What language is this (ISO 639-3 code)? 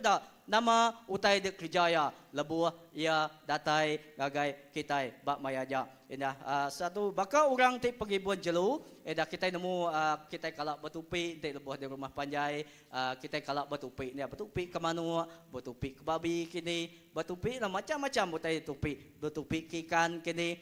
iba